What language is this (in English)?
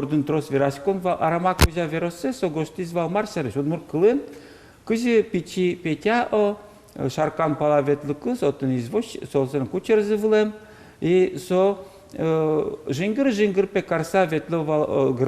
Udmurt